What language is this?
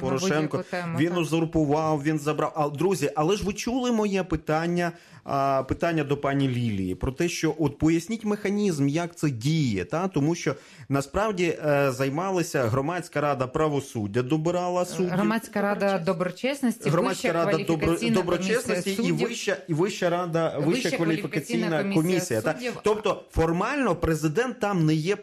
Ukrainian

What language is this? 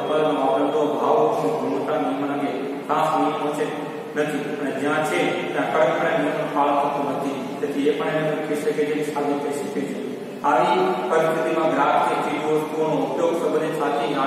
Gujarati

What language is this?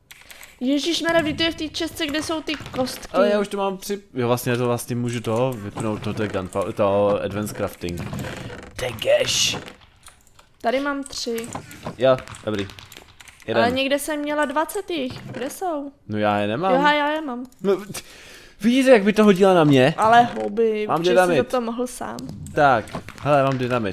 Czech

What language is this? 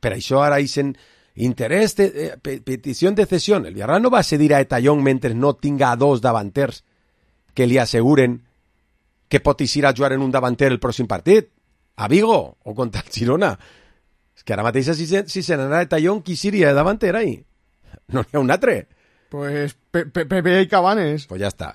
Catalan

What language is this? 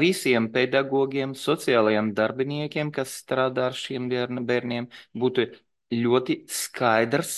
Latvian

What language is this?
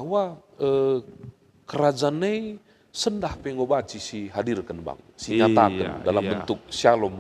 Batak Karo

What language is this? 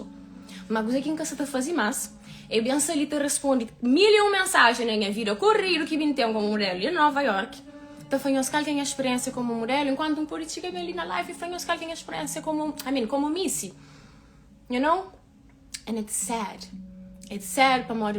Kabuverdianu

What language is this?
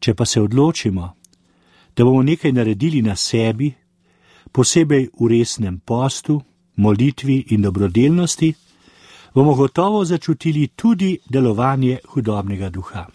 Slovenian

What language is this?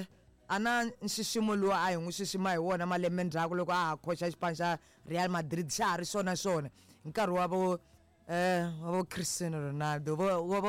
Tsonga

